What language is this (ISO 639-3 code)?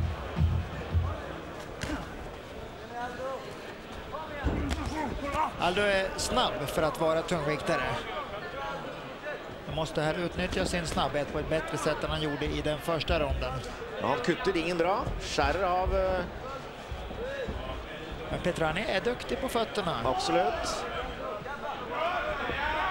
swe